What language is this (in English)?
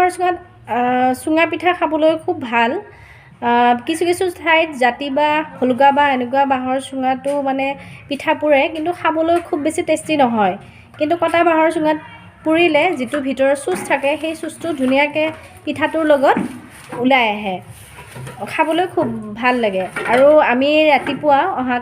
Assamese